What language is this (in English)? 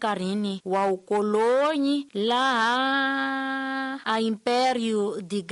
Tsonga